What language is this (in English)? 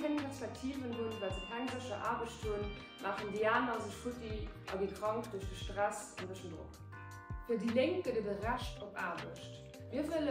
Luxembourgish